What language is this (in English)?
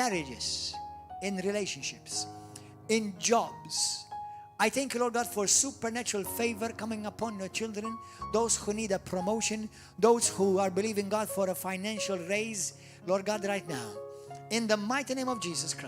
English